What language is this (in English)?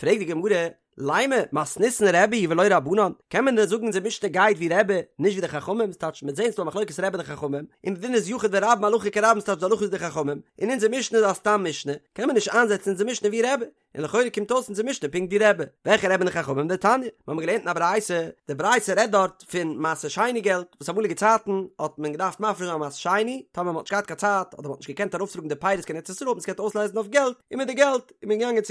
Yiddish